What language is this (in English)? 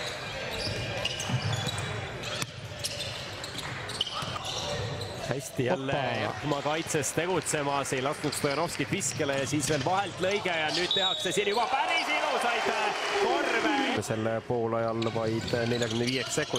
Estonian